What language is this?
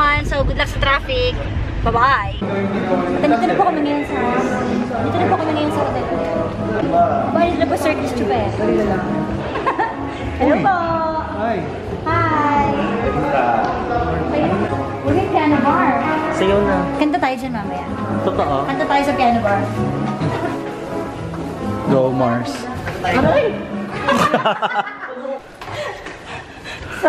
Filipino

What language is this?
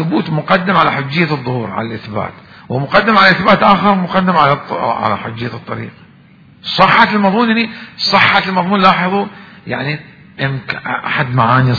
Mesopotamian Arabic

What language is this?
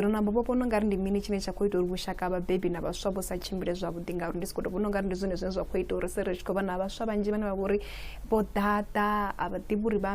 Venda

